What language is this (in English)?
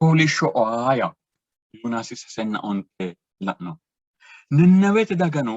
Sidamo